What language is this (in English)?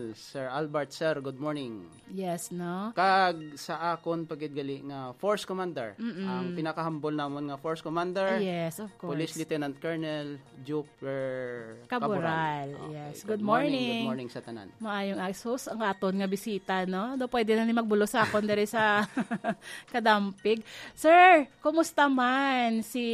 Hiligaynon